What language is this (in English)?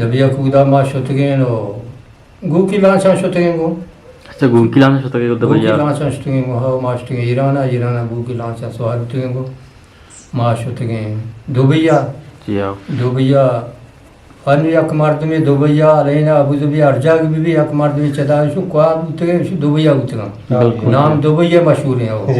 Eastern Balochi